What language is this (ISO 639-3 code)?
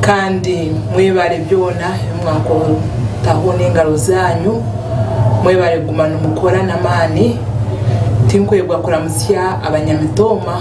nyn